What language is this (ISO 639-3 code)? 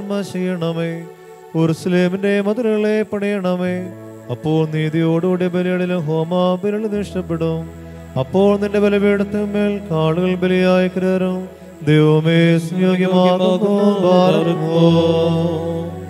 mal